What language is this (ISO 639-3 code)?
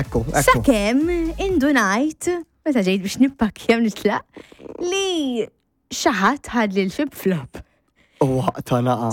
mlt